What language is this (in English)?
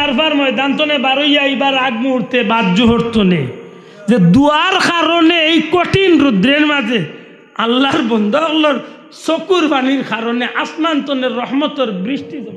Sylheti